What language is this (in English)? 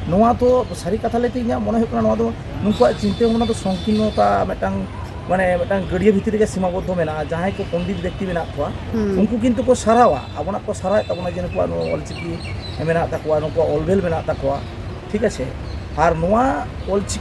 Santali